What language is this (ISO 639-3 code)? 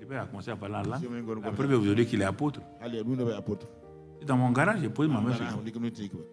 fra